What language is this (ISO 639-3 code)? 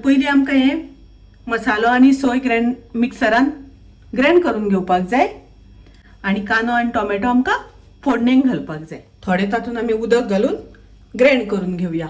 kok